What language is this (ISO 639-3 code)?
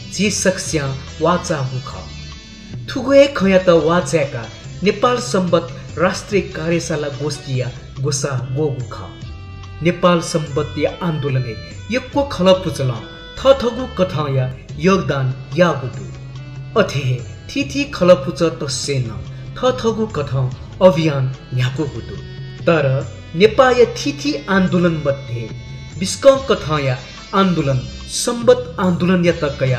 new